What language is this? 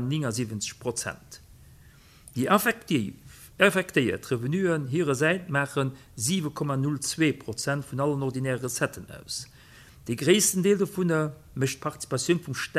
Luxembourgish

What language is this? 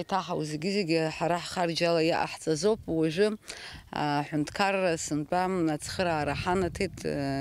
Abkhazian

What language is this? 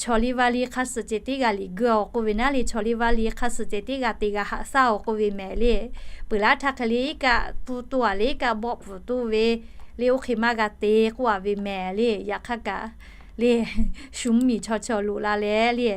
Lahu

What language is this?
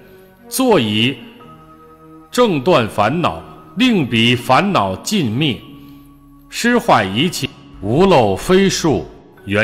Chinese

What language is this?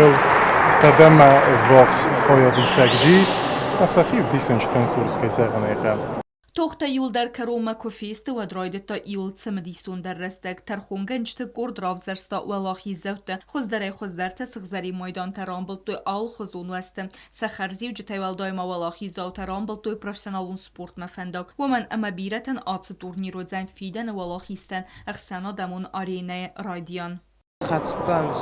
Ossetic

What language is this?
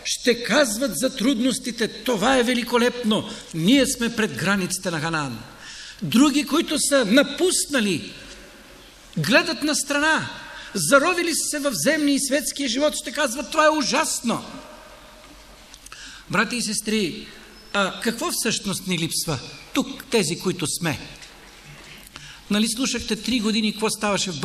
Bulgarian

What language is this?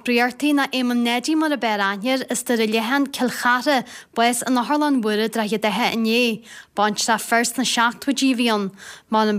Irish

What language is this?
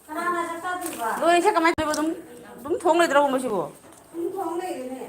Manipuri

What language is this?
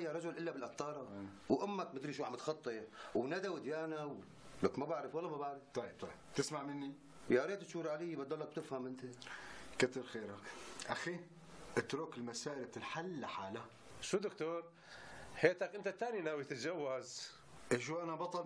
North Levantine Arabic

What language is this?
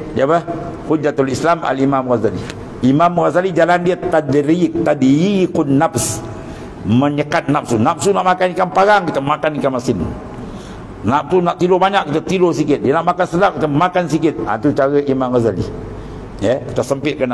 Malay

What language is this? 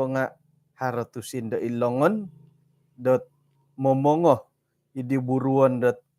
Central Dusun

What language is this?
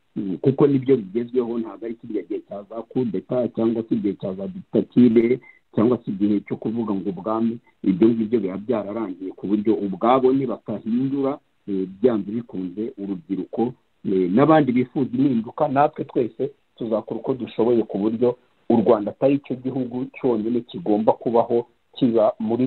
Kinyarwanda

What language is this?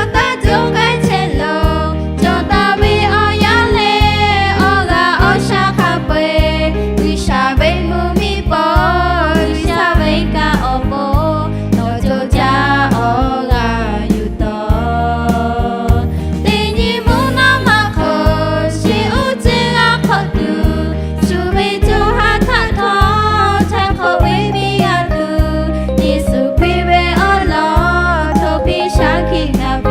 Lahu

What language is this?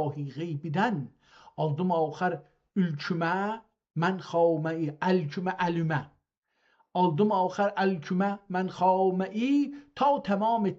South Azerbaijani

